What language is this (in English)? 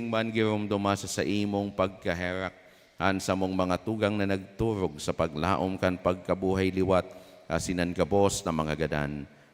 Bikol